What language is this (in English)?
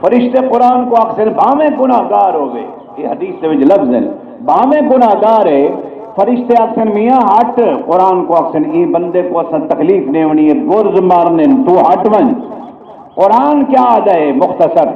Saraiki